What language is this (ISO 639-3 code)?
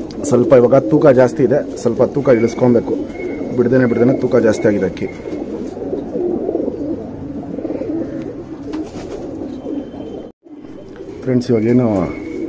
kan